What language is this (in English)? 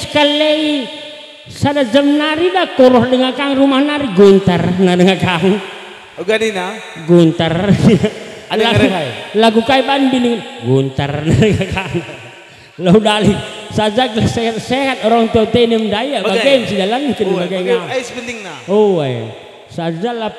Batak Karo